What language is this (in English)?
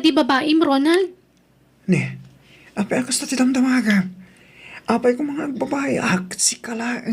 Iloko